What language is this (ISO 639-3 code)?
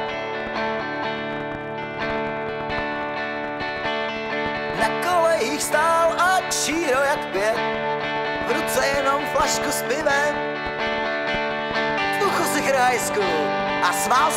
ces